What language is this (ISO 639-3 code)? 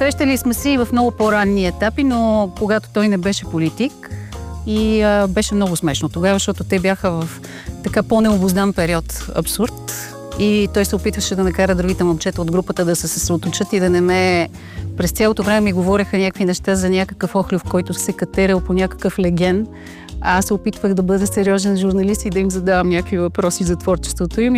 bul